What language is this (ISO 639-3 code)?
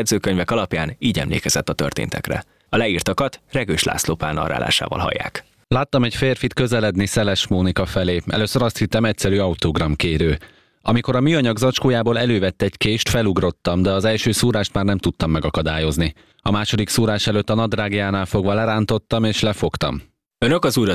hun